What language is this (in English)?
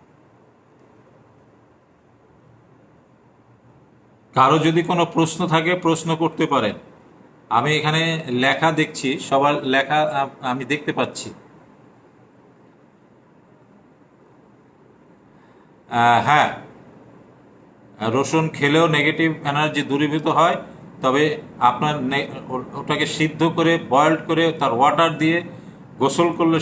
Bangla